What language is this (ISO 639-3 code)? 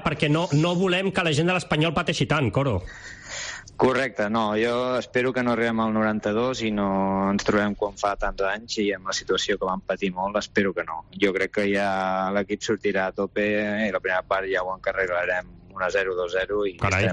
cat